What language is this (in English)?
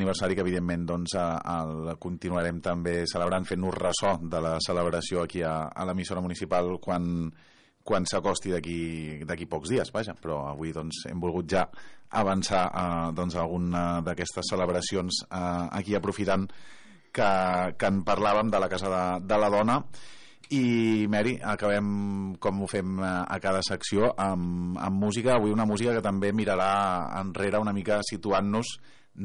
Catalan